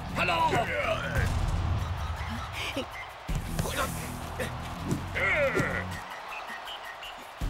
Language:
Italian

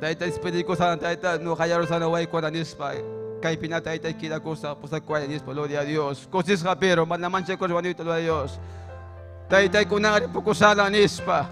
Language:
Ayacucho Quechua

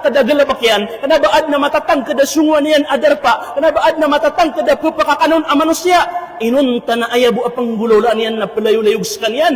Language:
Maranao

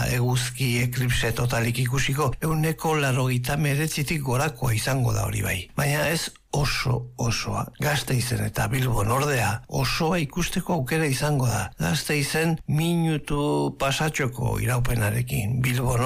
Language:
Basque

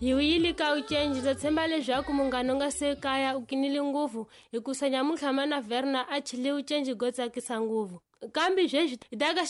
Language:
Tsonga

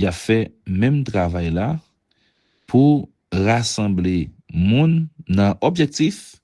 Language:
Haitian Creole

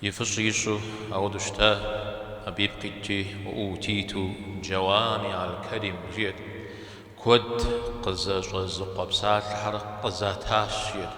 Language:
Kabardian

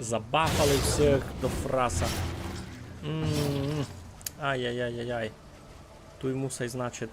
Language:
Rusyn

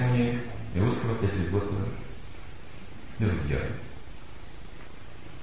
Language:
Russian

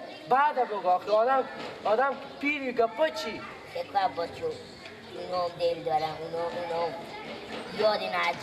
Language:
Persian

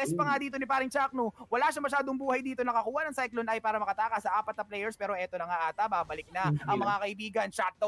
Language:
Filipino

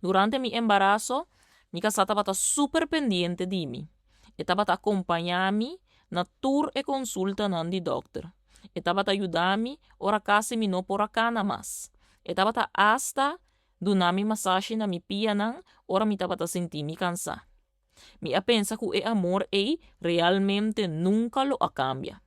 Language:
Papiamento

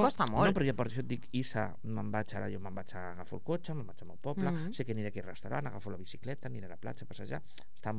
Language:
Catalan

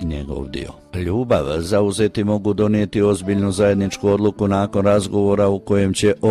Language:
Croatian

